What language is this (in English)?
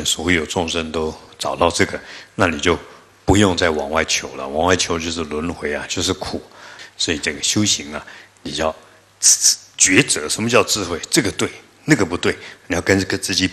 Chinese